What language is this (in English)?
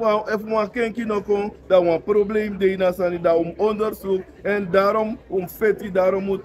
Sranan Tongo